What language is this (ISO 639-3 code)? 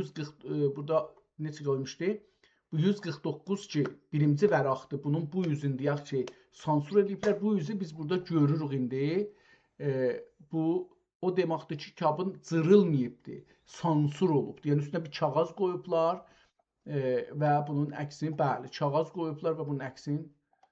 azb